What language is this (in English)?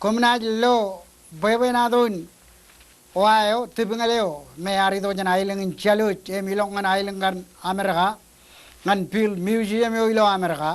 Marshallese